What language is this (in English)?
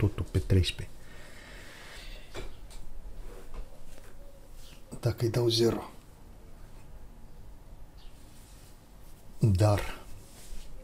Romanian